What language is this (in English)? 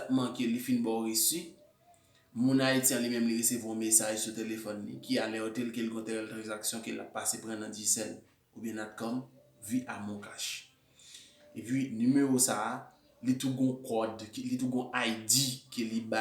Haitian Creole